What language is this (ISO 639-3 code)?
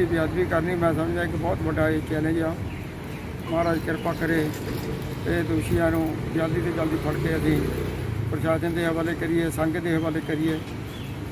pan